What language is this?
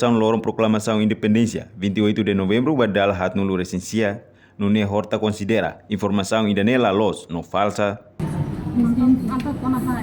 Tetum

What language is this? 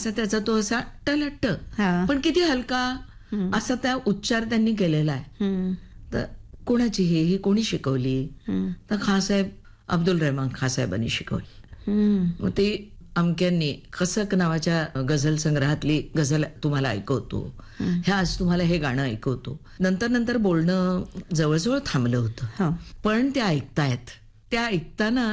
Marathi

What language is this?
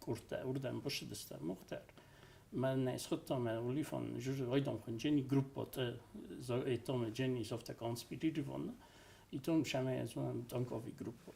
Ossetic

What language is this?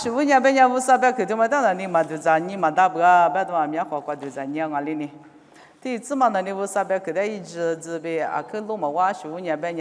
Lisu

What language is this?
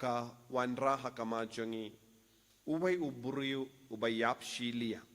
Khasi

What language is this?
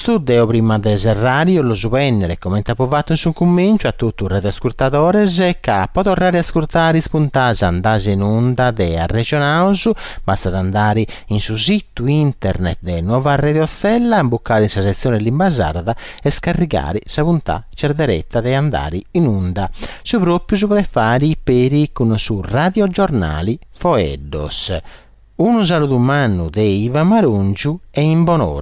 Sardinian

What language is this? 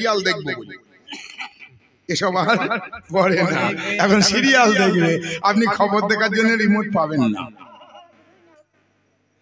Bangla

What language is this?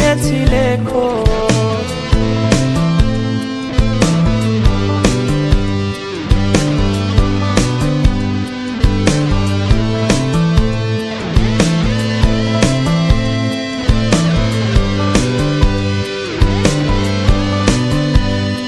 Bangla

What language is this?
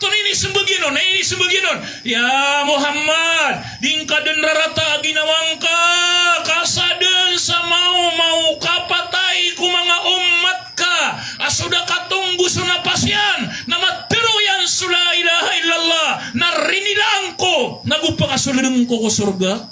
Maranao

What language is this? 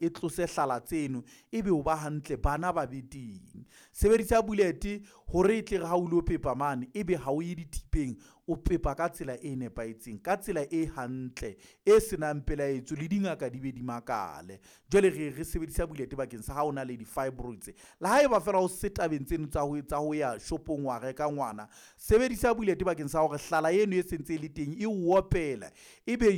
Southern Sotho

